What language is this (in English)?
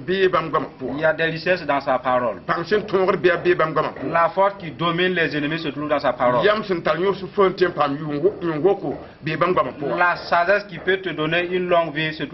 Mossi